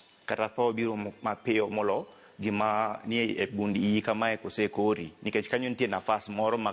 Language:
Luo (Kenya and Tanzania)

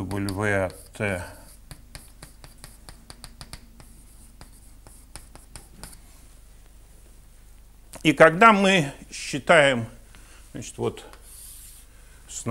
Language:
Russian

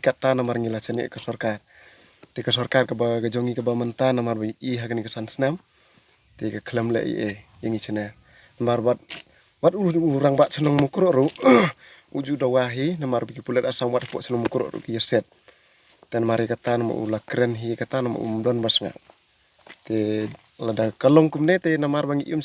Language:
Khasi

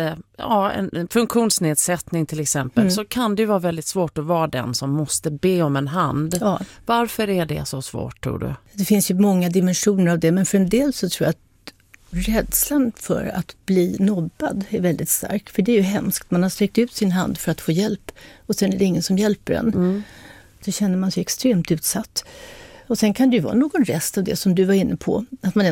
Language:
Swedish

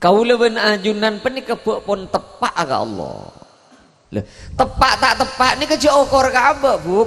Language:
Madurese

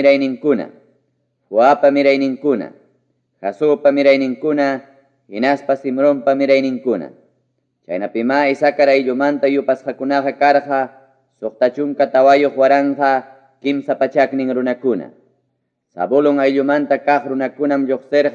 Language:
Ayacucho Quechua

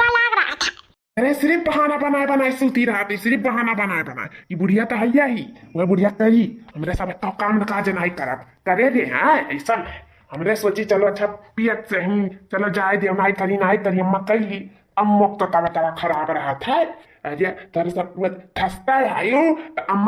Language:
Awadhi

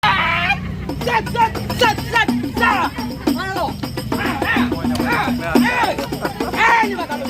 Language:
Betawi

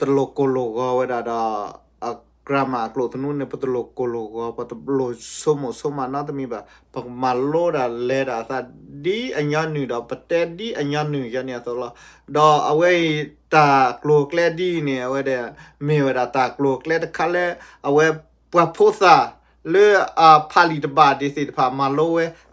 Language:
S'gaw Karen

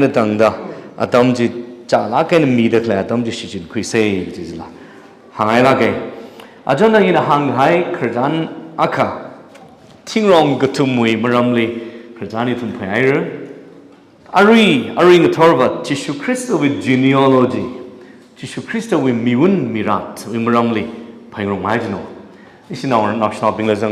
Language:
Tangkhul Naga (India)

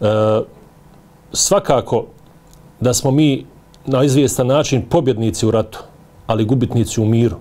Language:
Bosnian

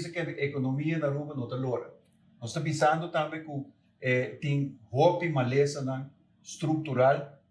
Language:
Papiamento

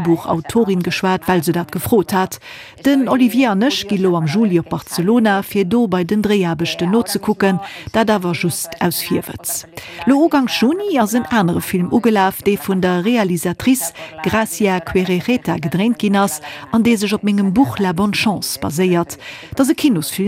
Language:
Luxembourgish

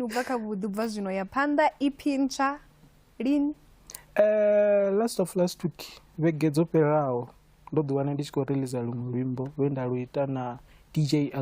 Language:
Venda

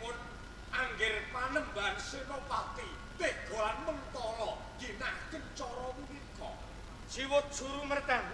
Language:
Javanese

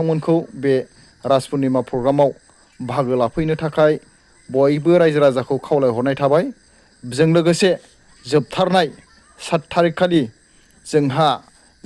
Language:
Bodo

